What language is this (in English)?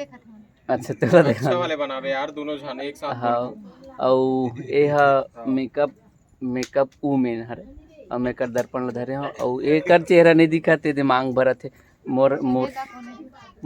Chhattisgarhi